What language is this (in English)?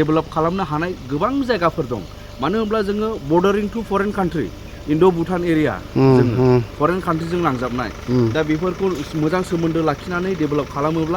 Bodo